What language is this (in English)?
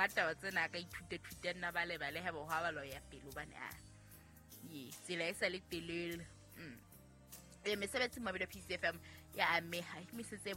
Southern Sotho